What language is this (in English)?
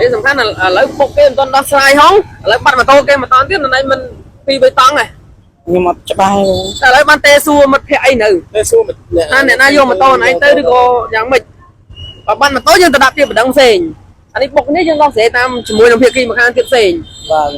Khmer